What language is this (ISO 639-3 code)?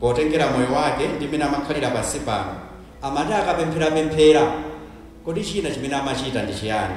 nya